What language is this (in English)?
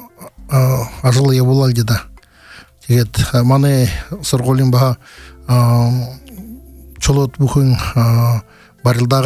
Buriat